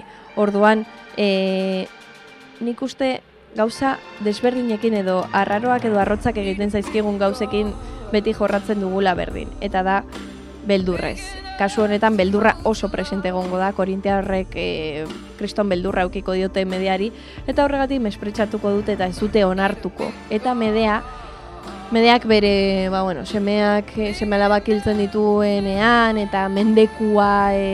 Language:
Basque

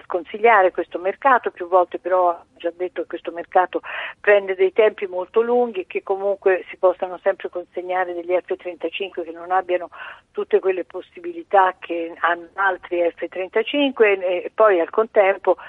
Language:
Italian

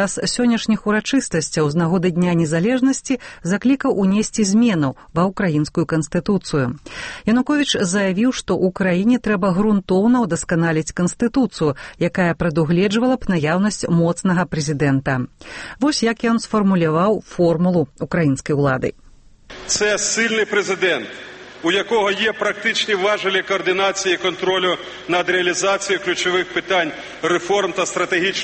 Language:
Belarusian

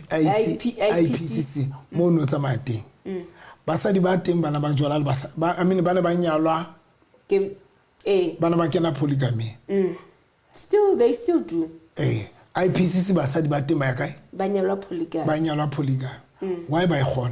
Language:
Southern Sotho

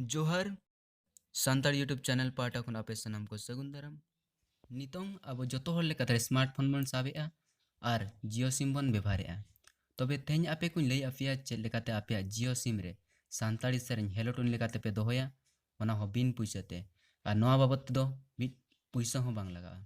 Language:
Santali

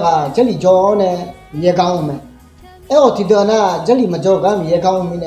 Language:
Akha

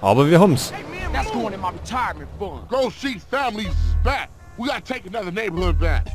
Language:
Bavarian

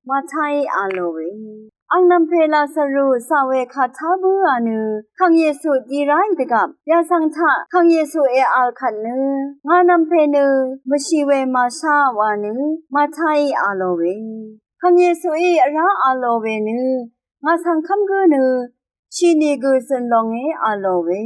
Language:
Rawang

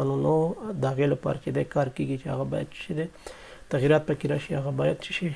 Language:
Pashto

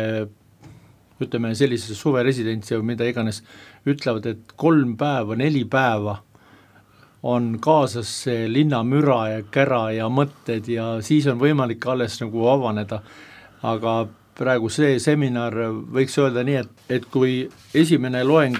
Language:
Estonian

